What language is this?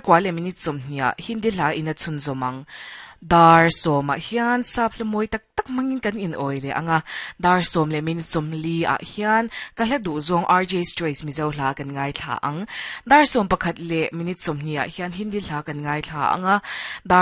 Mizo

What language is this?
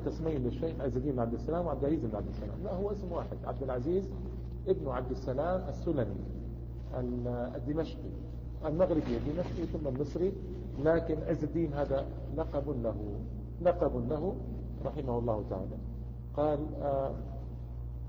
Arabic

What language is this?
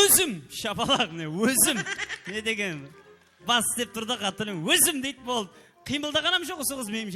Kara-Kalpak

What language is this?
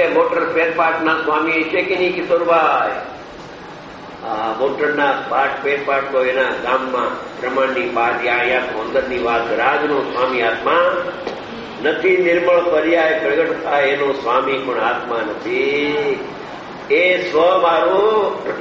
Gujarati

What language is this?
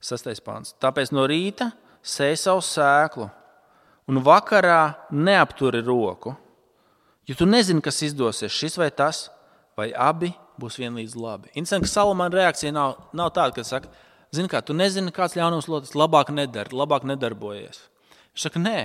Latvian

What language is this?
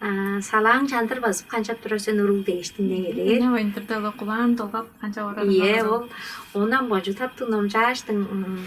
Tuvinian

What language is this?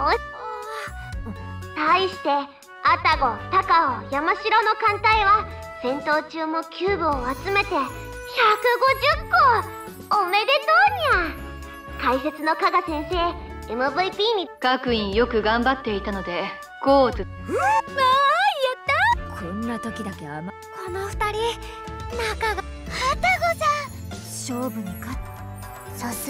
Japanese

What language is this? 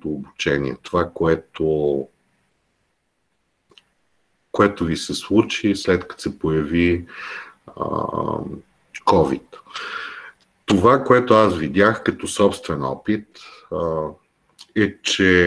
Bulgarian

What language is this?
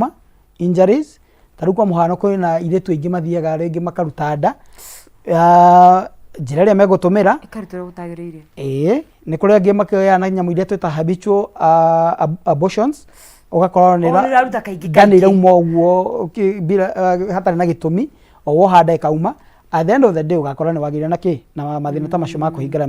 Kikuyu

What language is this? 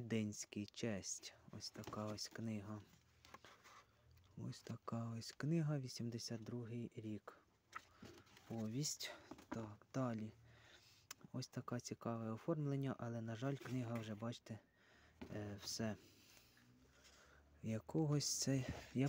Ukrainian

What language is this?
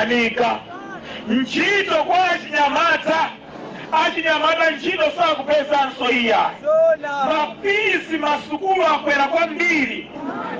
Nyanja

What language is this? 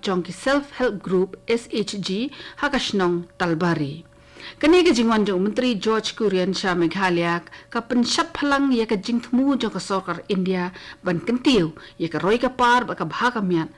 Khasi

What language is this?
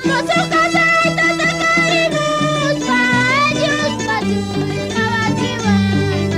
Quechua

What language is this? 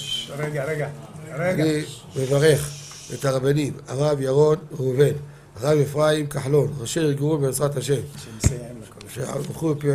Hebrew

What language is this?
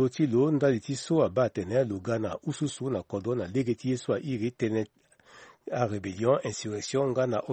Sango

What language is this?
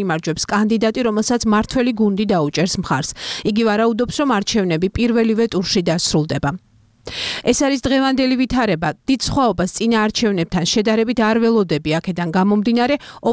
Georgian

